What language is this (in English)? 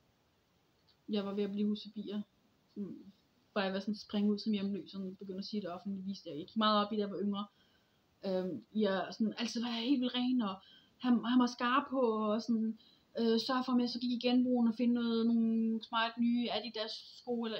Danish